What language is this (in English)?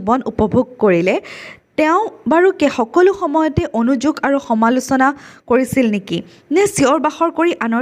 Assamese